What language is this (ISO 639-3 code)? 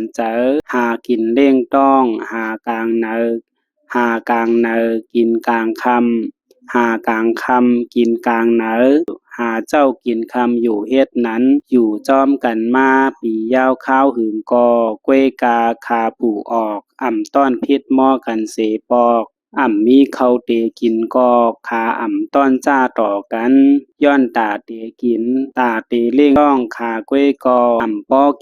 shn